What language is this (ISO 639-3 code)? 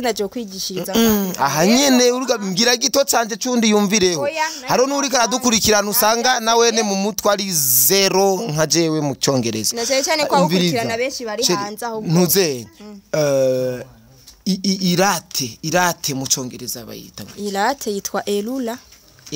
run